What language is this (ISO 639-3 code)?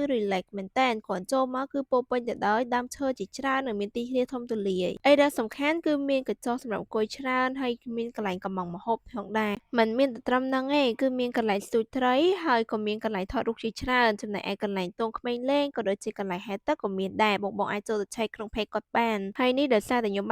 khm